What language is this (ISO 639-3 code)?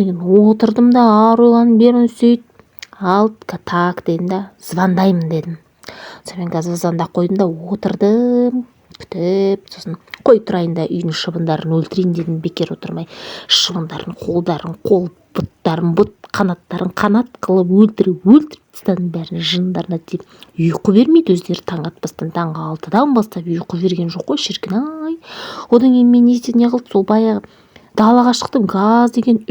kaz